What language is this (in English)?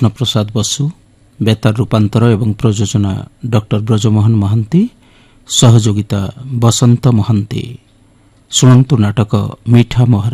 Odia